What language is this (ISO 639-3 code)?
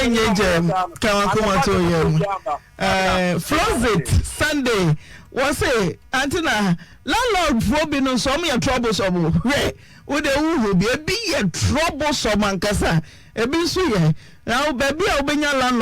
aka